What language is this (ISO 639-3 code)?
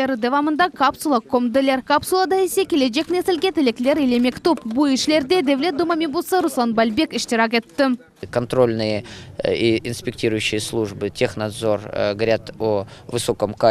crh